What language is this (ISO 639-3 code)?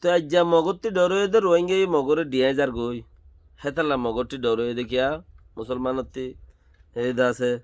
rhg